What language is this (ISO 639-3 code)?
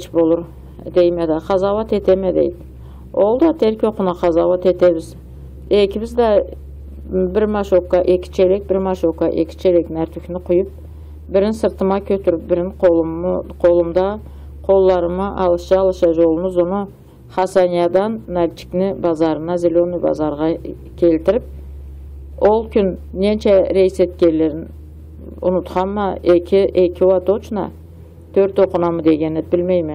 krc